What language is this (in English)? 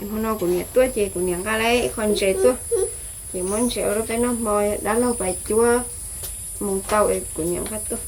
Hmong